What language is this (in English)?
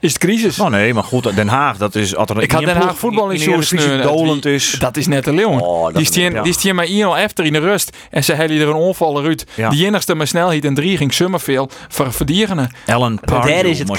Western Frisian